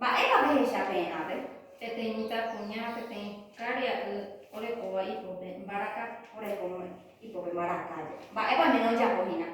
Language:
Guarani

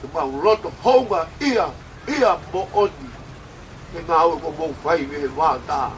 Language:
Tongan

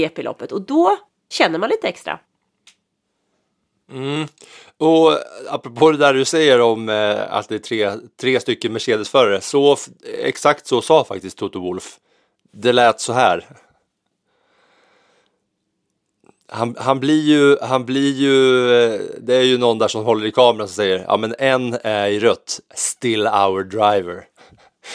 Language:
Swedish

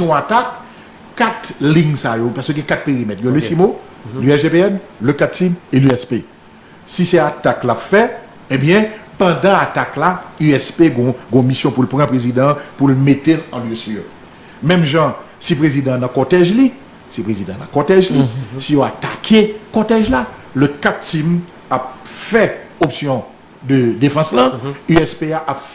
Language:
Haitian Creole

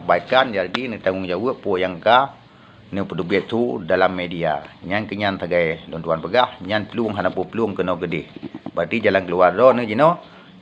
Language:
Achinese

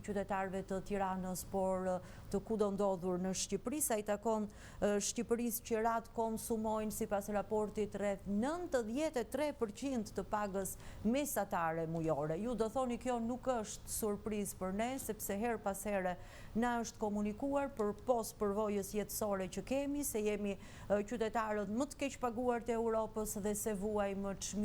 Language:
Albanian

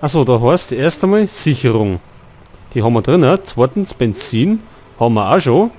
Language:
Bavarian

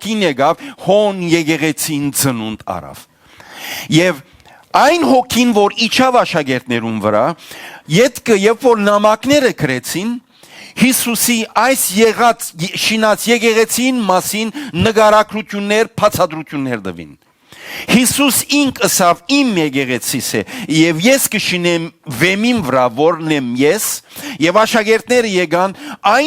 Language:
Western Armenian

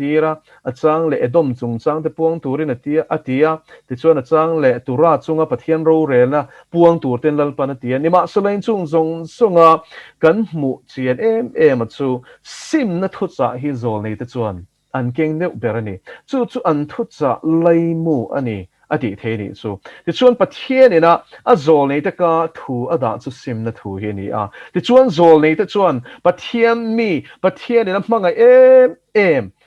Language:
Mizo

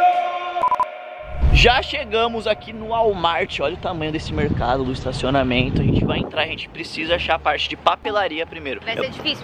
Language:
Portuguese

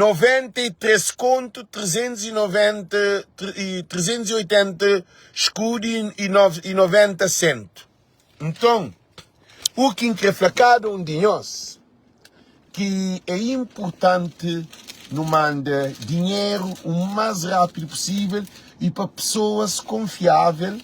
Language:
Kabuverdianu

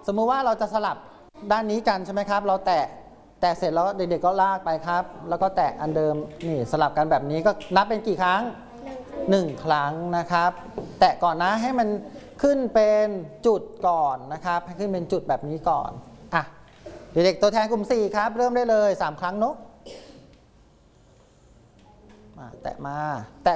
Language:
Thai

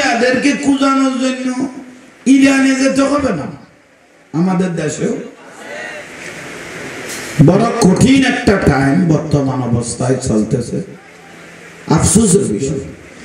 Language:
Bangla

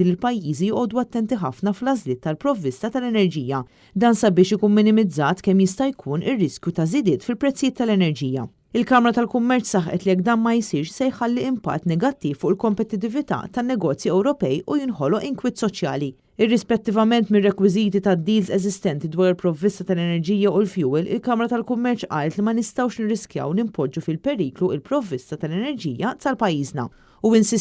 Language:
Maltese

